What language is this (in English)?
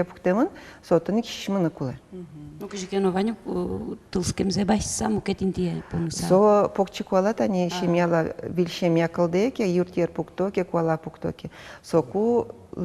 Udmurt